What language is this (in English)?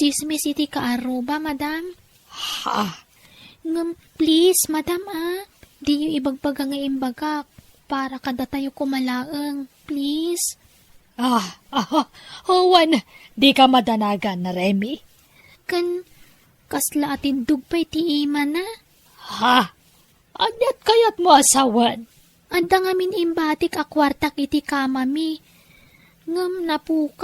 Iloko